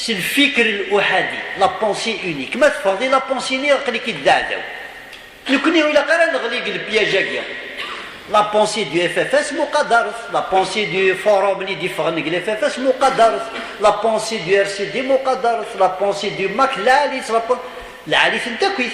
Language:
Kabyle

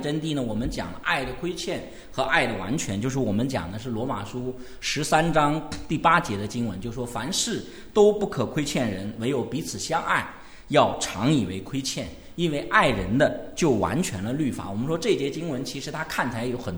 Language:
Chinese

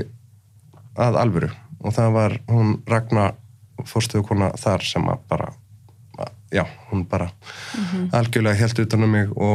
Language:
Icelandic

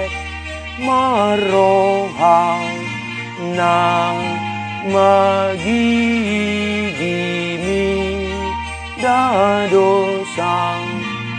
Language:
Batak Toba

